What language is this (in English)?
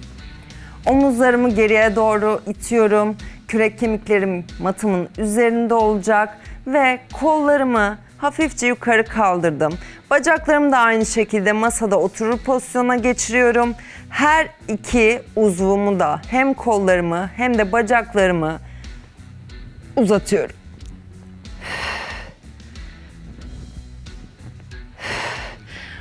Turkish